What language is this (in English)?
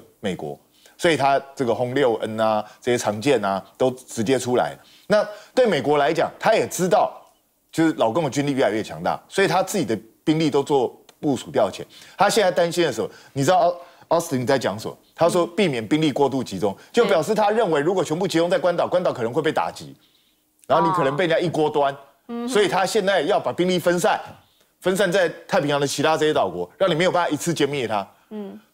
Chinese